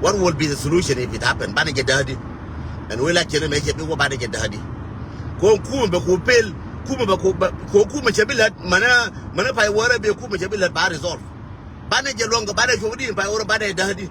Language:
Nuer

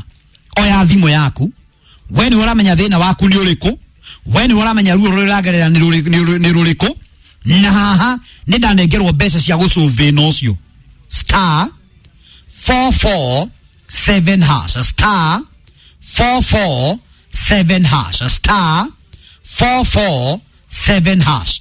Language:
Kikuyu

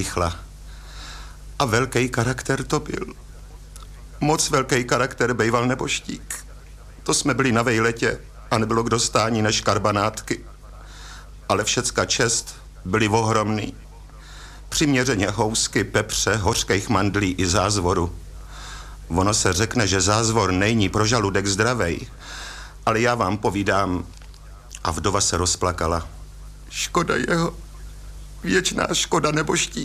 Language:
Czech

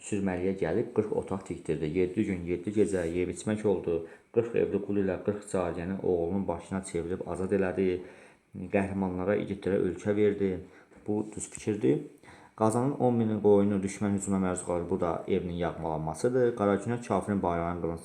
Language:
Azerbaijani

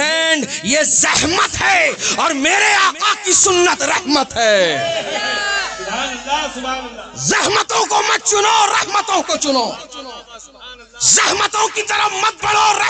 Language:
Urdu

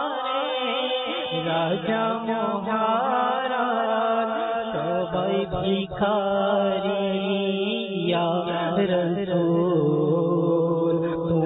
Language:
Bangla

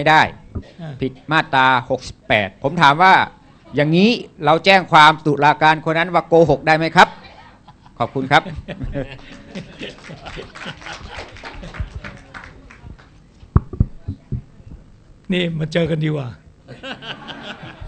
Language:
Thai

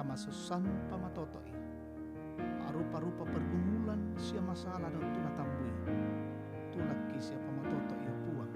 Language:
Toraja-Sa'dan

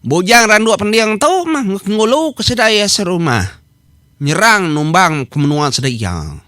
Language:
Iban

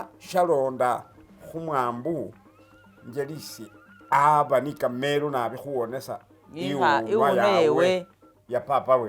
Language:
Masaaba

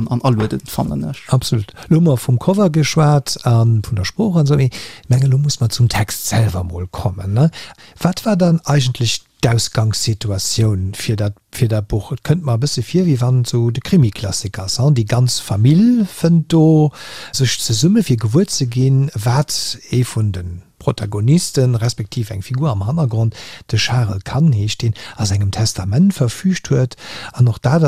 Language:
Luxembourgish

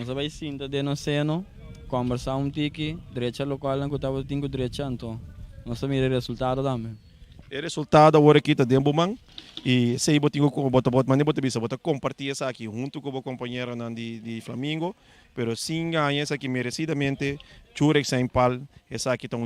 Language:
Papiamento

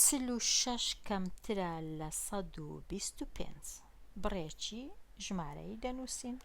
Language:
Central Kurdish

